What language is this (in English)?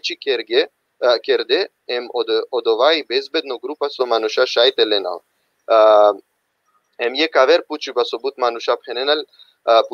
Balkan Romani